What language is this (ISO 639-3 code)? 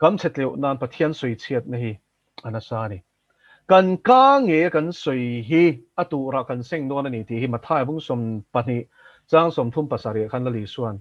lus